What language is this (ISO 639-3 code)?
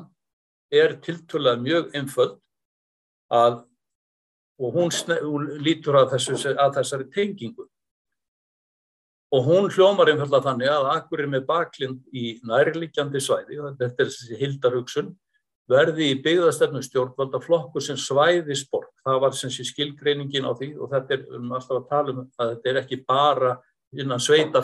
isl